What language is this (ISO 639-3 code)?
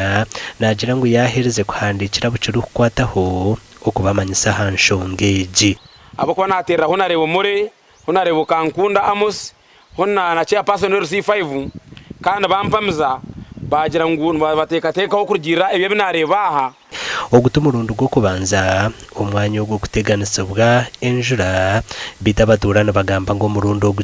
nyn